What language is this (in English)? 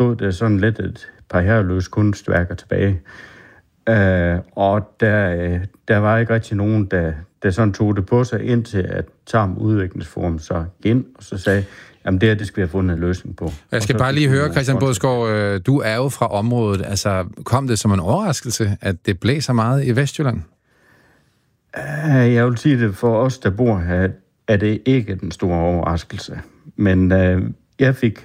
Danish